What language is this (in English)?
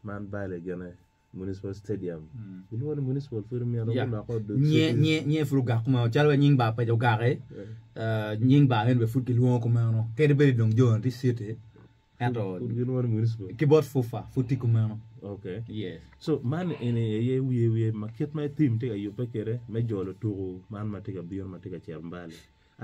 Acoli